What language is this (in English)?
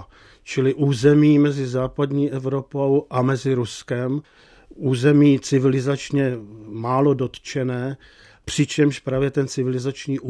Czech